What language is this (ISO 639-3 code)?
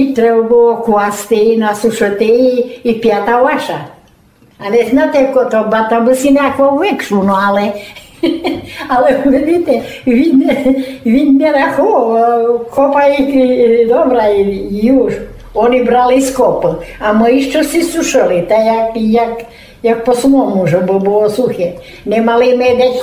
rue